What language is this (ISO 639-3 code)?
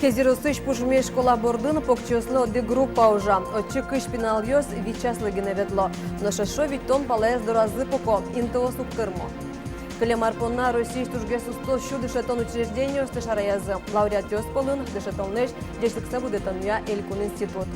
udm